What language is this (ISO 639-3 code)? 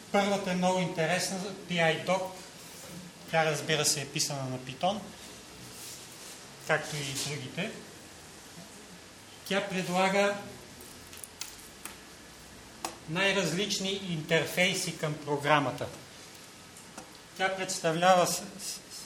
bul